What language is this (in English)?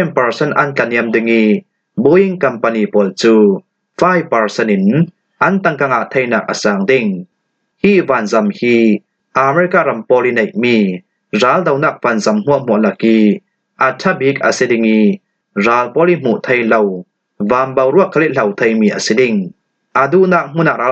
Falam Chin